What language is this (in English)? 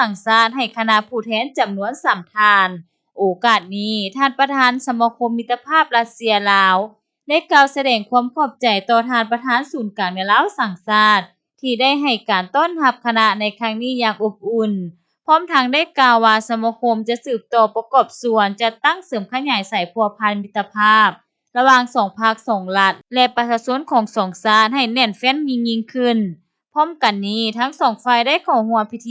Lao